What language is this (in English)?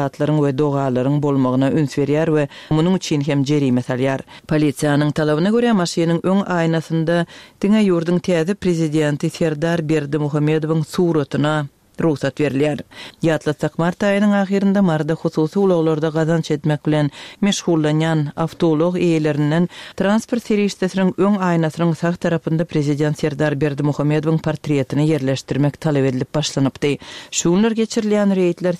Turkmen